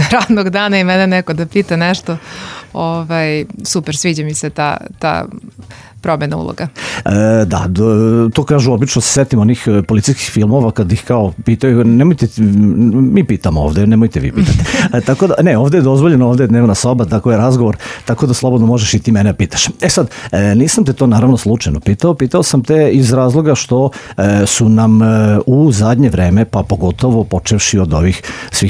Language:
Serbian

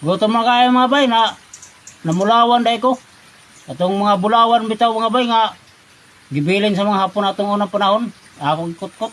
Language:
Cebuano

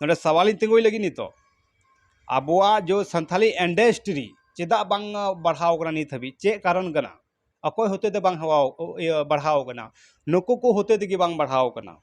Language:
Santali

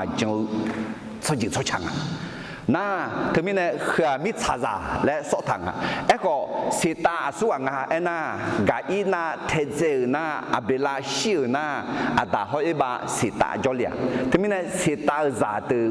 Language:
Akha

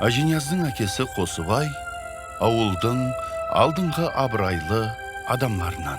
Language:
Kara-Kalpak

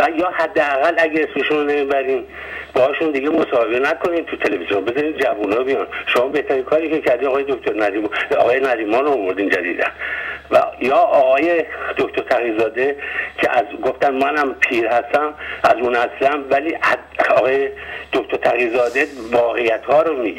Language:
Persian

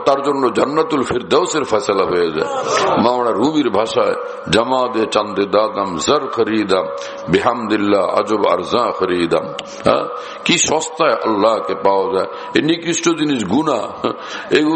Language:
Bangla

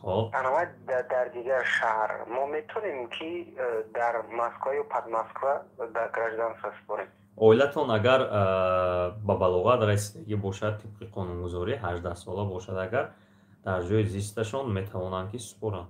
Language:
Tajik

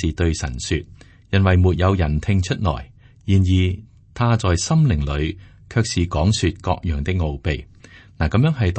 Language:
Cantonese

